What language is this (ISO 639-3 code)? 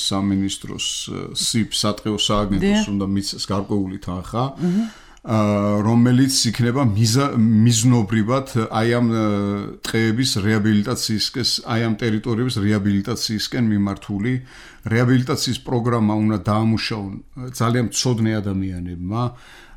kat